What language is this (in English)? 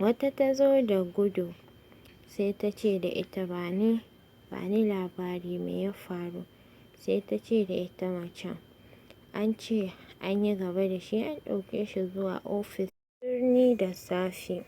Hausa